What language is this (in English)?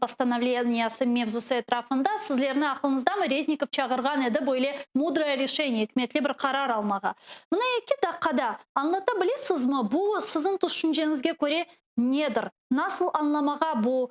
Crimean Tatar